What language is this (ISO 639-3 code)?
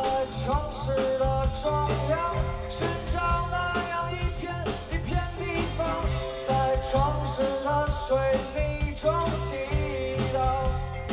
zho